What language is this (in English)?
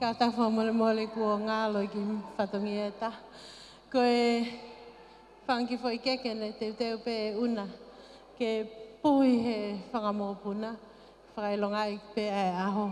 Tongan